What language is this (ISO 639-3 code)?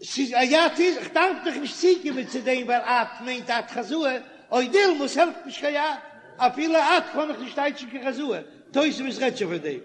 yid